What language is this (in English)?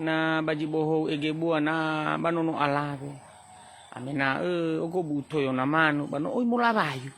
Nias